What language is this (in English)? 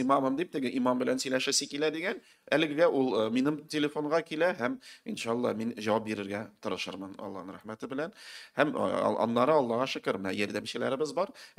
Tatar